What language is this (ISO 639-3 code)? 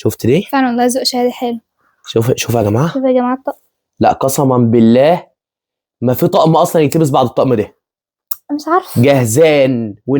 arz